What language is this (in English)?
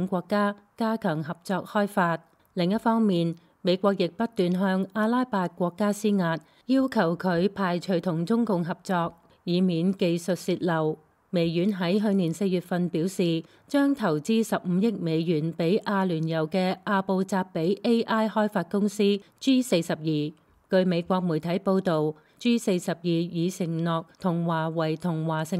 Cantonese